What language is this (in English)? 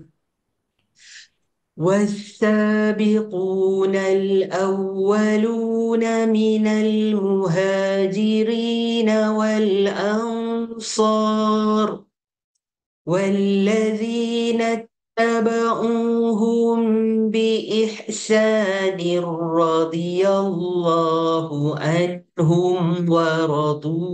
Arabic